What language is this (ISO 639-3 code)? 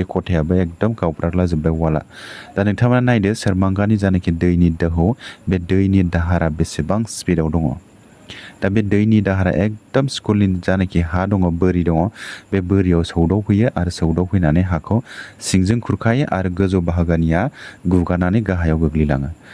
brx